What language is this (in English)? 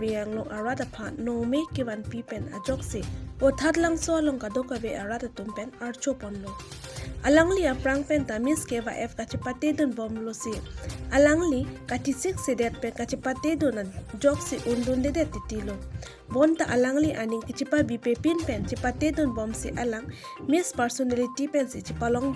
Karbi